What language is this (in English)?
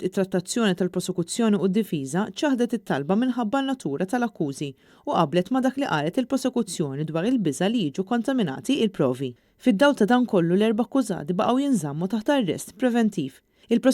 Maltese